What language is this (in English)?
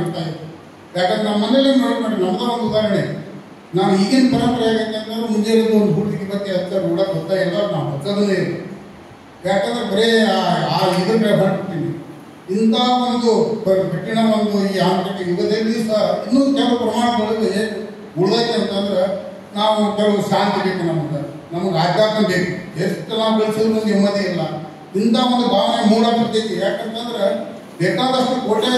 Kannada